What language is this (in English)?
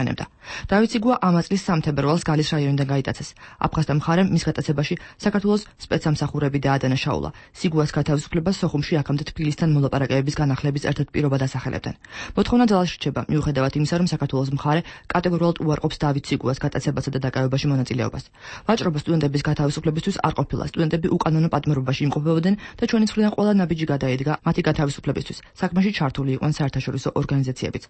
Georgian